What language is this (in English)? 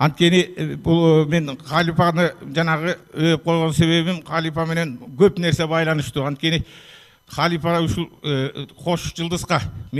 Kyrgyz